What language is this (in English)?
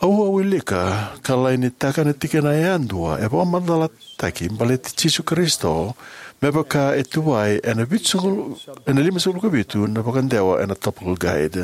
Fijian